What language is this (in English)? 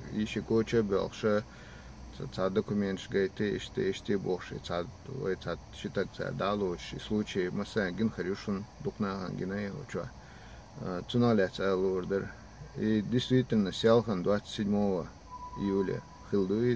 Chechen